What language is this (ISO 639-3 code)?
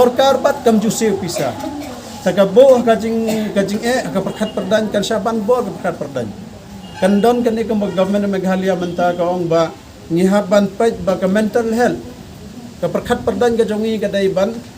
kha